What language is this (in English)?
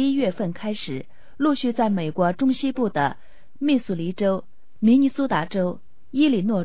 Chinese